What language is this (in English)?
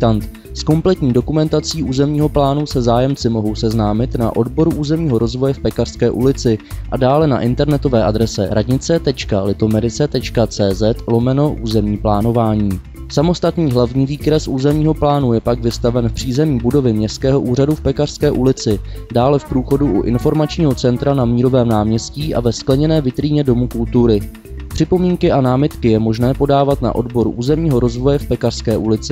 Czech